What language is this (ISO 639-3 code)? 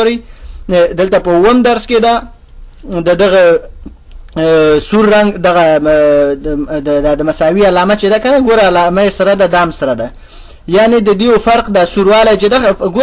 pus